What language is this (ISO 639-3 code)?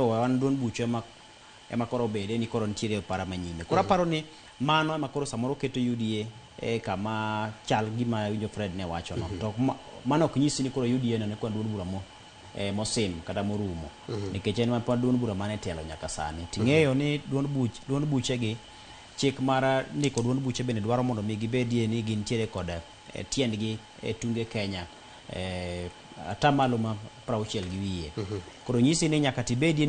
luo